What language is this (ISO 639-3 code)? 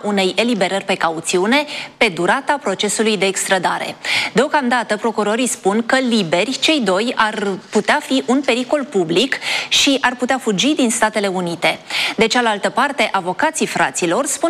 ron